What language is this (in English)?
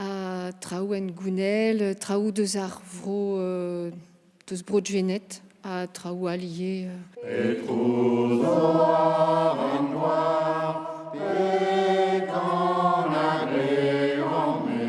Breton